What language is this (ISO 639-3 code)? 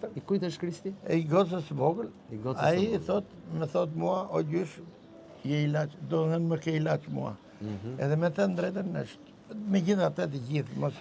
sqi